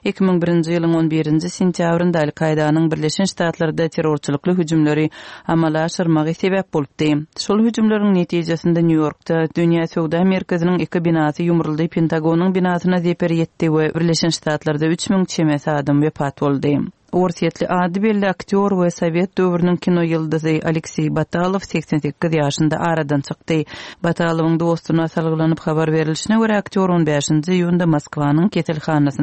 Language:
Turkmen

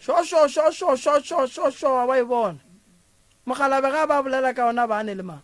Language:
Northern Sotho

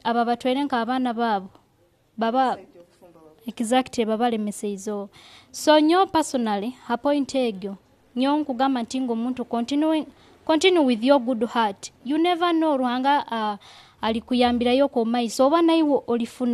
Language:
Nyoro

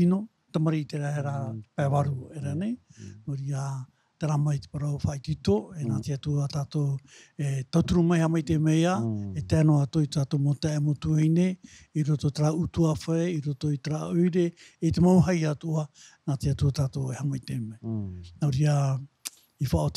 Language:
Tahitian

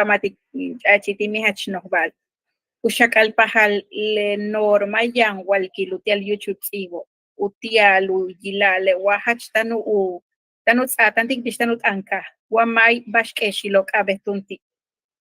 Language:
Yucateco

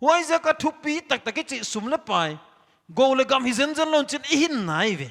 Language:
Paite Chin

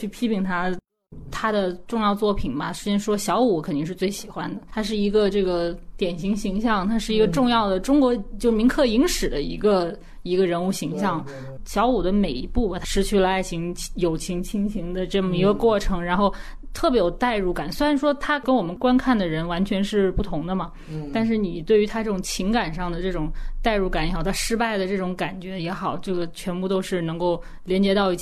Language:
Chinese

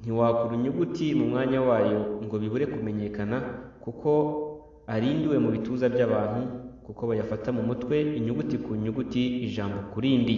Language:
Kinyarwanda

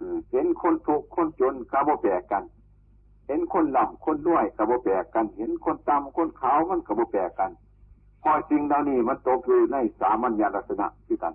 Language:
Northeastern Thai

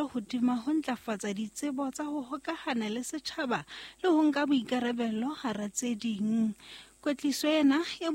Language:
Southern Sotho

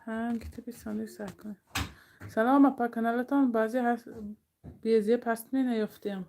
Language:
Tajik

